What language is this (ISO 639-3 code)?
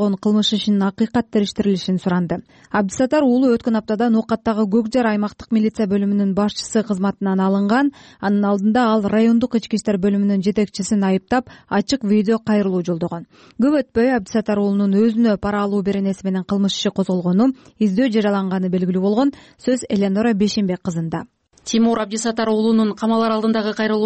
kir